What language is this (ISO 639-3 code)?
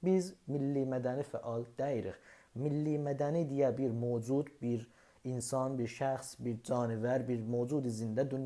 azb